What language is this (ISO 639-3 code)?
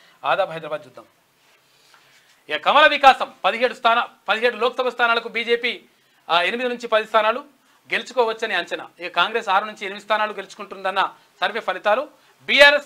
tel